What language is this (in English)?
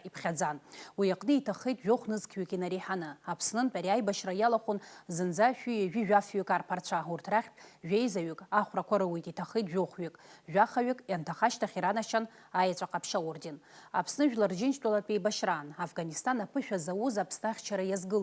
Abkhazian